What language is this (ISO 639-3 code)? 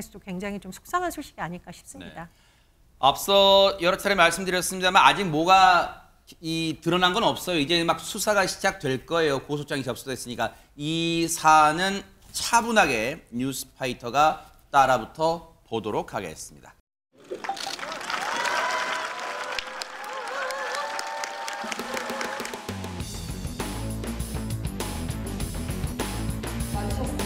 kor